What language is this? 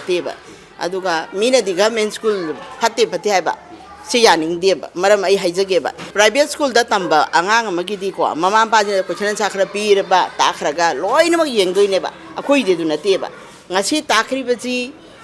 Manipuri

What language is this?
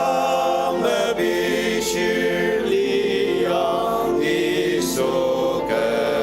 Ao Naga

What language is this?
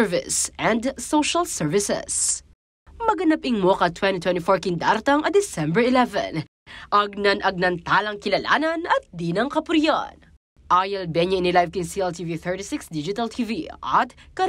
Pampanga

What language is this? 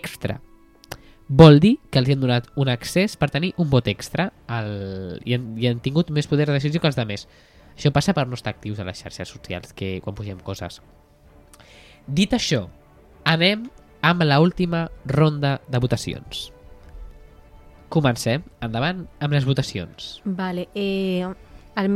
Catalan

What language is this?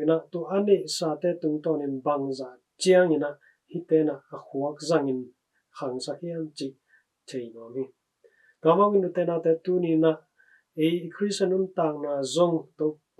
Tedim Chin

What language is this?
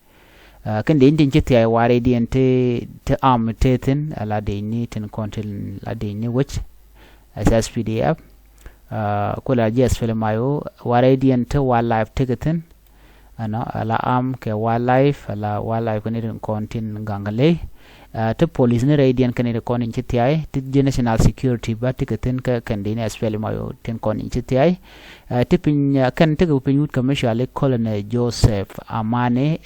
Nuer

